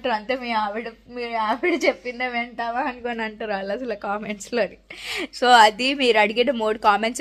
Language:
Telugu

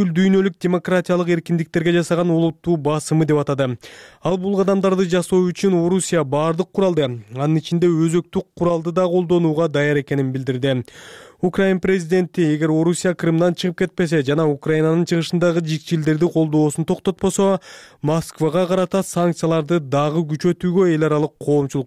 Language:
Kyrgyz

